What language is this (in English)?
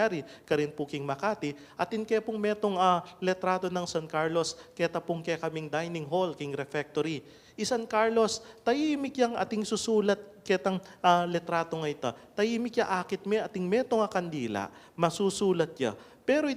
Pampanga